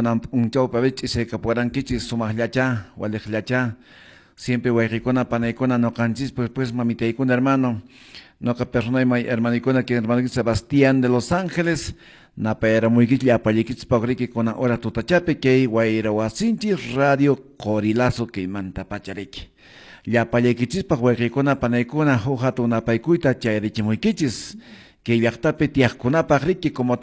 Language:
Quechua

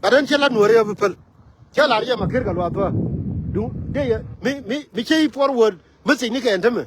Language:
Nuer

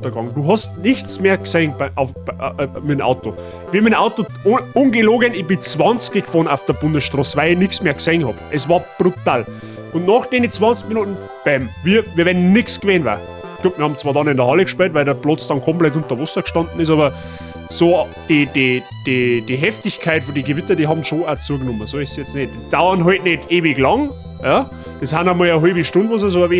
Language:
Bavarian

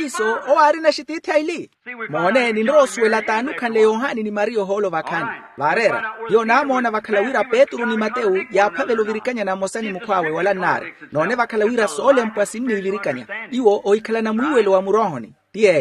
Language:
Makhuwa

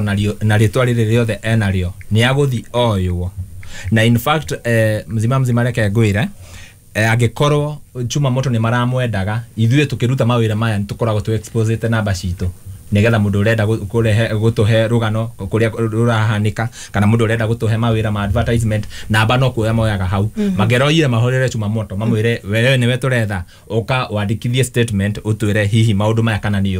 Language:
Kikuyu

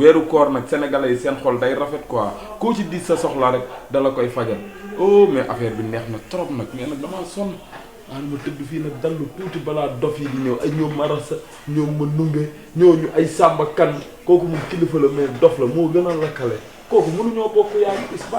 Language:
Wolof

